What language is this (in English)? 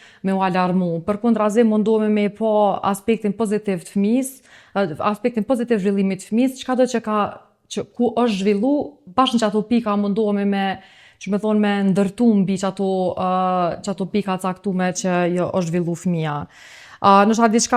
Albanian